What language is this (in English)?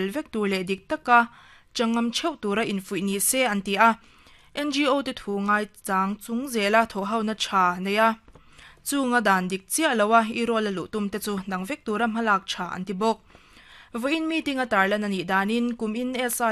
Mizo